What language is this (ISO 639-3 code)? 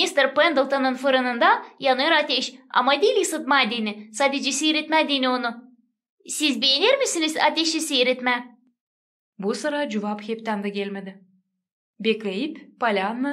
gag